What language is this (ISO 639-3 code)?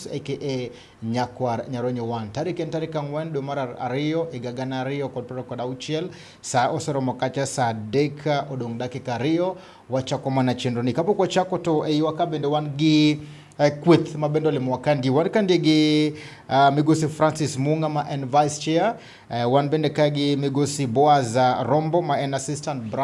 luo